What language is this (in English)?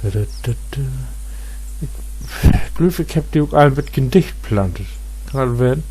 Low German